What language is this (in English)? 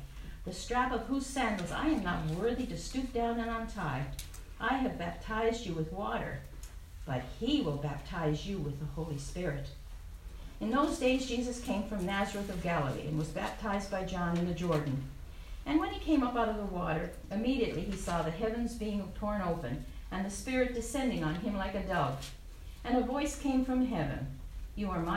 English